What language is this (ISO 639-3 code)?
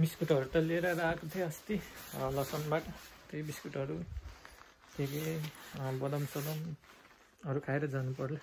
nep